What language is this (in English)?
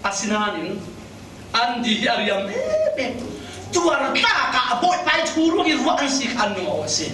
Falam Chin